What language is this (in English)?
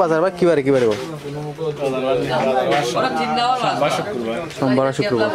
Sylheti